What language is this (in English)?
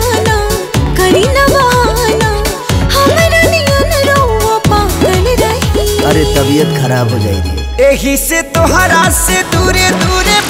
Bhojpuri